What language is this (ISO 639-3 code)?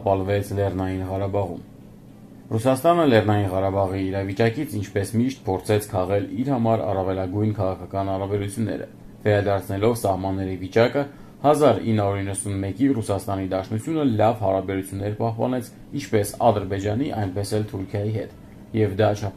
hye